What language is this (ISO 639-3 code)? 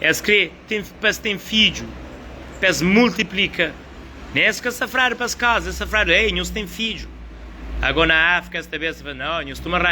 kea